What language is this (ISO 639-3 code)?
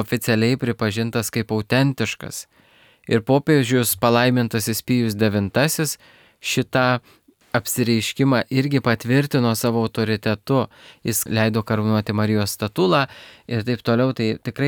lit